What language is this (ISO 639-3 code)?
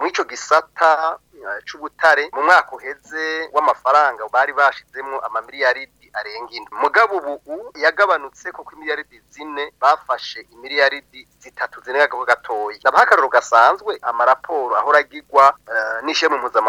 run